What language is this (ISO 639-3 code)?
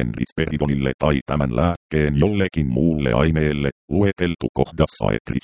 fin